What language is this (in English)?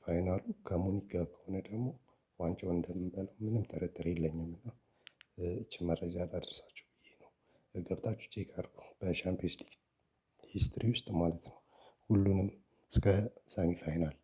Amharic